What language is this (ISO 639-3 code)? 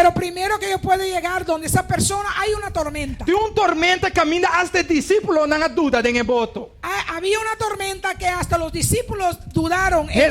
pap